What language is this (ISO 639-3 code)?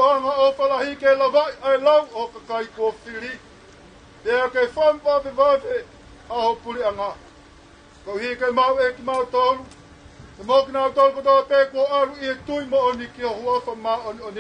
ton